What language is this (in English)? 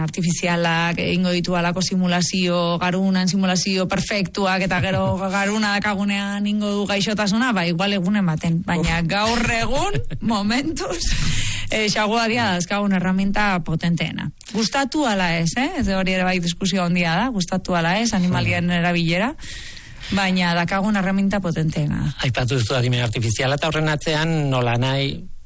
Basque